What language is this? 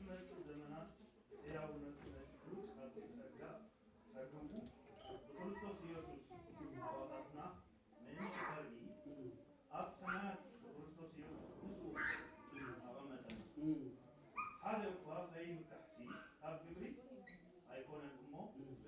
Tigrinya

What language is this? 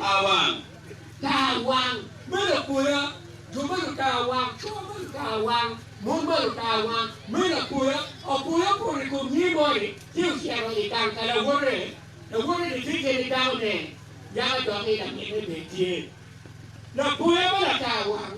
Acoli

